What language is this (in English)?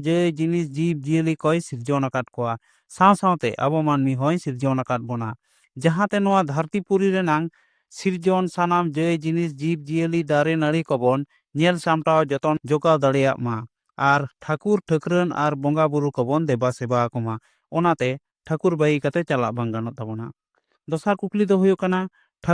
Santali